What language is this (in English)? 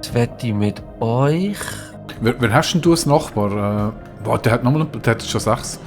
Swiss German